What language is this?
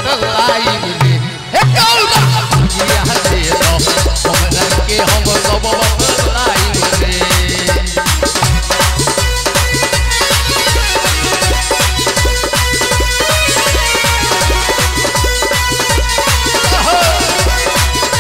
Bhojpuri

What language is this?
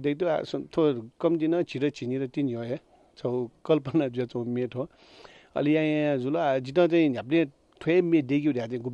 Newari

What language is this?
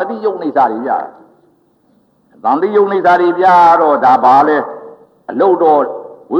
Burmese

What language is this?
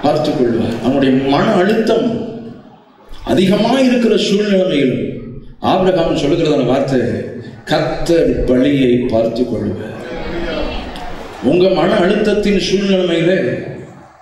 Tamil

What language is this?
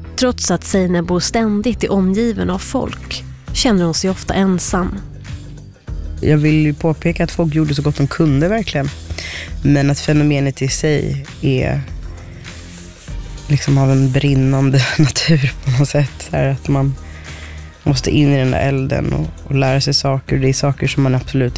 Swedish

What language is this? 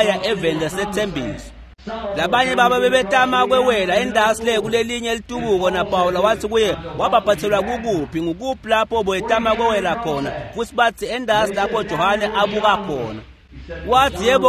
Swati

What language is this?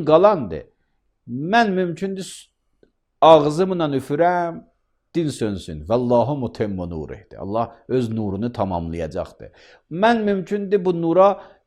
Azerbaijani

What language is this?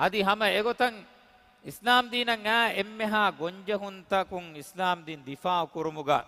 Divehi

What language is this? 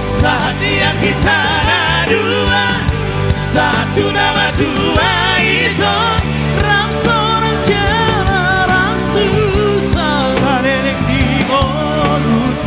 Batak Toba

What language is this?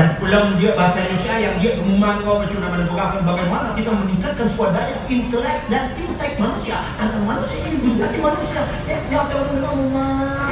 Achinese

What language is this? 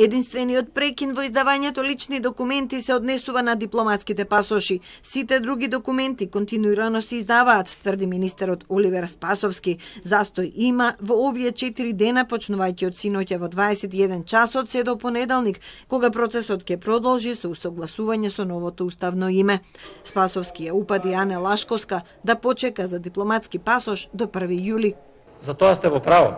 Macedonian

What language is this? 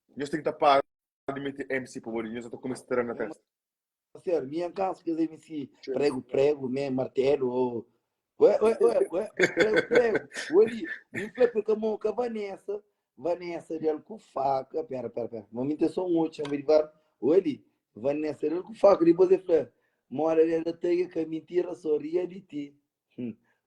Kabuverdianu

